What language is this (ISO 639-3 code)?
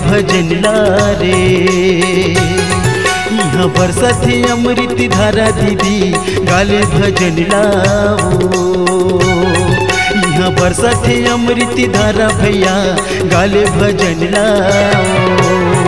hne